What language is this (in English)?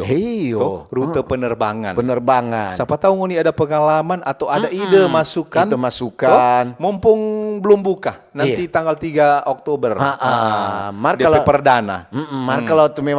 Manado Malay